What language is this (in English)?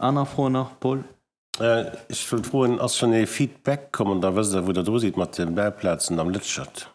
Luxembourgish